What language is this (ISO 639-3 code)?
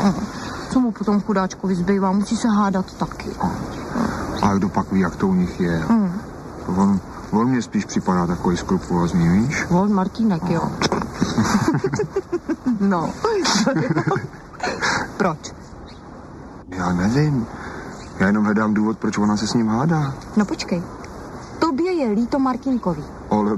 ces